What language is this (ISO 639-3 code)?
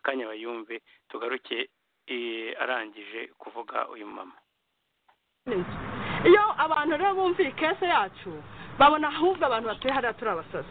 kin